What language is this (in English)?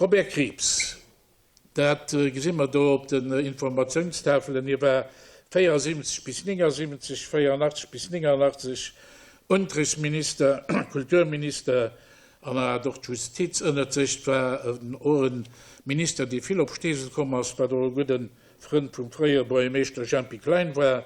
Luxembourgish